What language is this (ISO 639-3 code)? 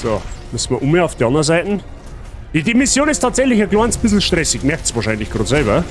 bar